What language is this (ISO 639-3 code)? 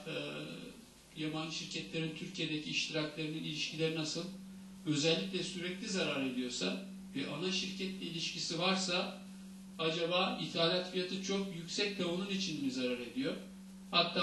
tur